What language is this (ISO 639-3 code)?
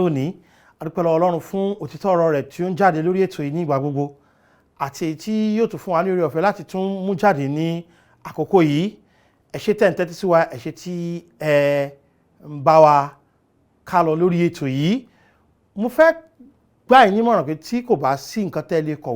yor